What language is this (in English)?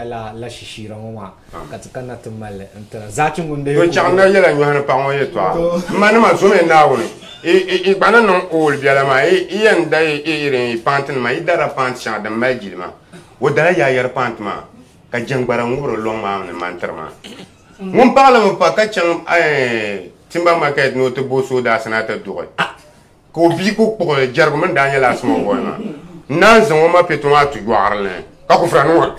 Dagbani